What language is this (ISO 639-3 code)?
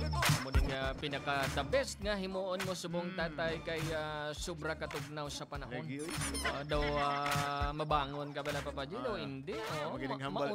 hil